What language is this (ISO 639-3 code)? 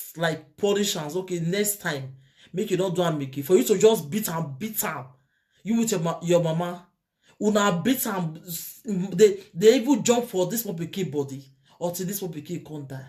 pcm